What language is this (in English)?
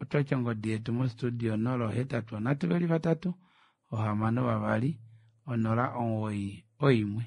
Kuanyama